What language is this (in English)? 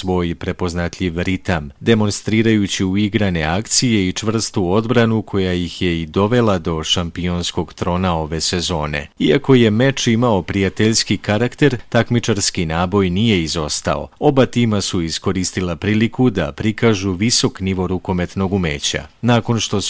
Serbian